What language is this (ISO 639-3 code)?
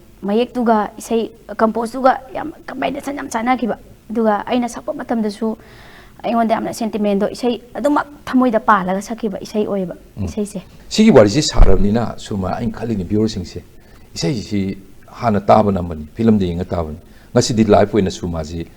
mni